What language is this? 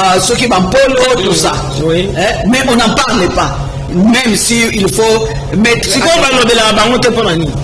Lingala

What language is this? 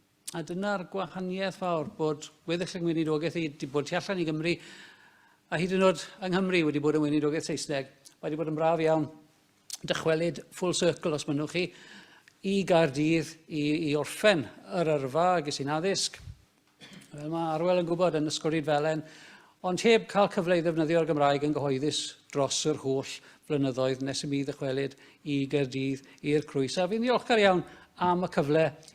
Welsh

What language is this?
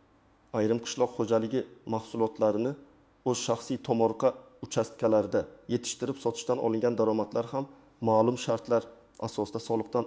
Uzbek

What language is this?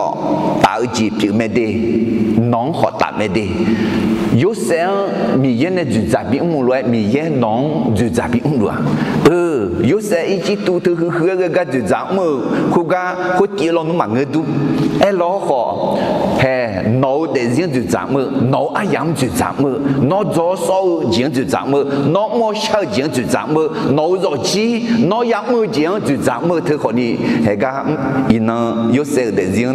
Akha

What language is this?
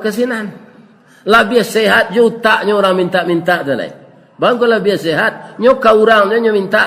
Minangkabau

